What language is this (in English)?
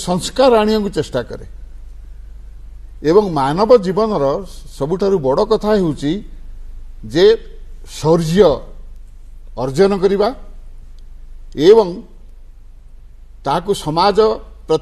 Odia